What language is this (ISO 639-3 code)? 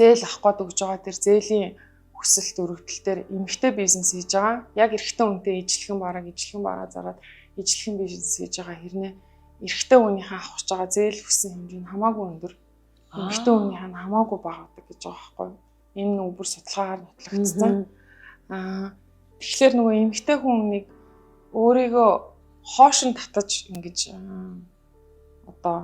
mon